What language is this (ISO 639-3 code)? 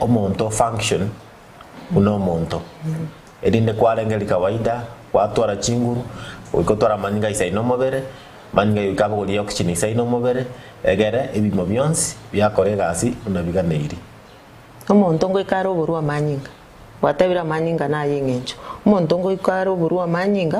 guz